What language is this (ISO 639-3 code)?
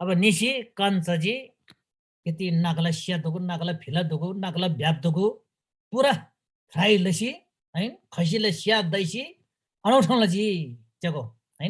taj